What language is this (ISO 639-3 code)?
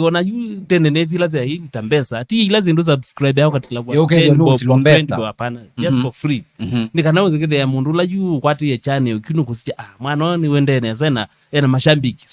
kam